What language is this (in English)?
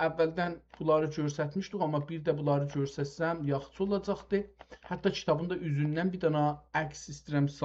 South Azerbaijani